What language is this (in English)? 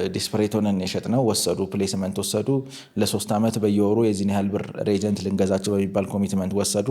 Amharic